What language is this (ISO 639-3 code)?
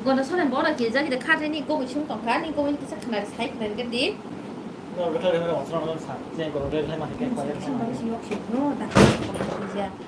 trp